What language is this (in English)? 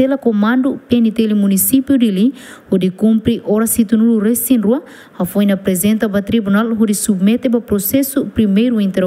Tetum